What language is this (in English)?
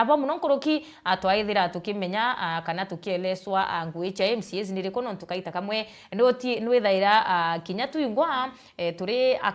Meru